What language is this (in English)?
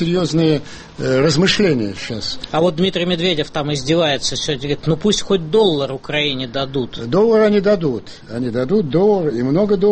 Russian